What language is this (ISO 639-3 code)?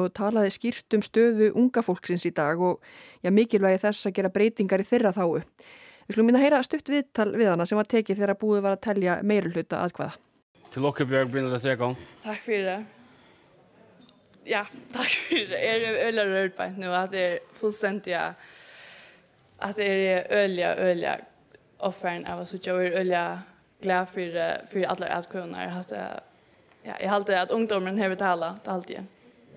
isl